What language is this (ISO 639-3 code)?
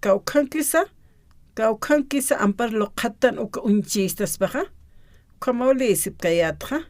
aym